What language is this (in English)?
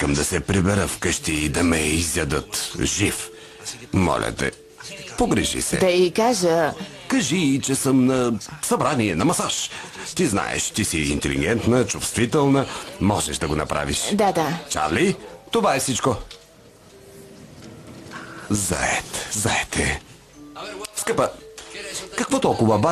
Bulgarian